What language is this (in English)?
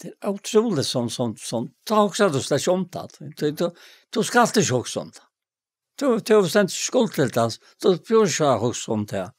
Faroese